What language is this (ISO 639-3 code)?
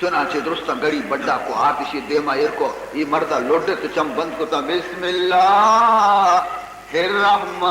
bal